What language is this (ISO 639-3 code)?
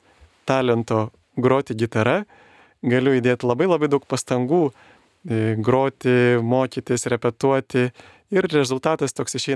lit